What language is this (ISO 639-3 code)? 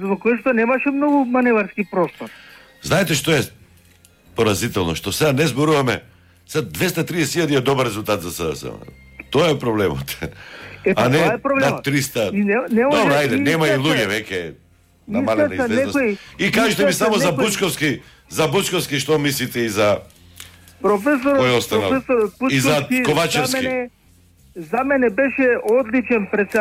mkd